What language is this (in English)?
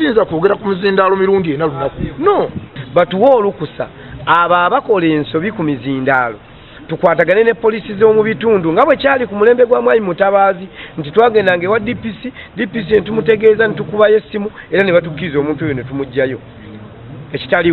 Ganda